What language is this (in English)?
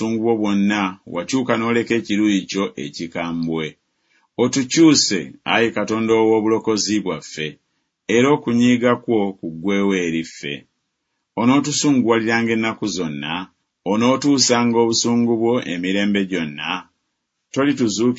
Ganda